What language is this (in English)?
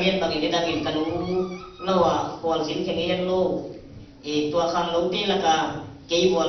Tedim Chin